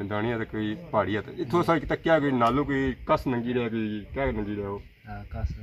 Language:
Pahari-Potwari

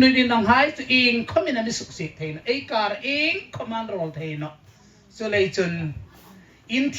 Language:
Hmar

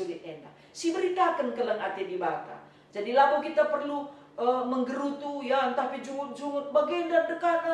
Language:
Batak Karo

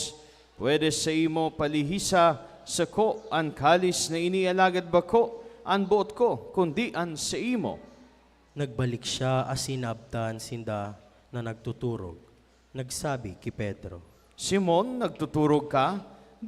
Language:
Bikol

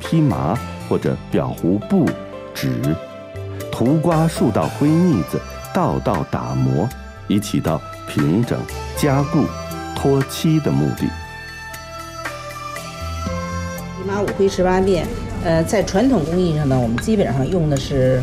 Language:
Chinese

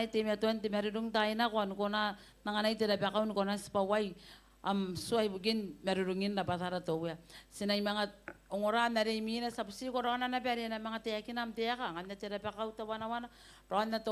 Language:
Gilbertese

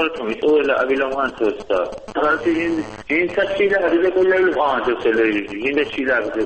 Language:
Avaric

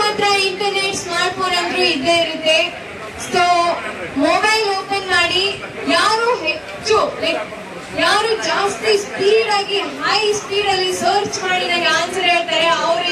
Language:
Kannada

